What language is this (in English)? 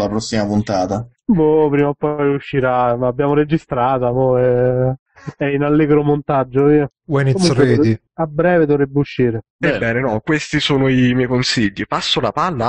Italian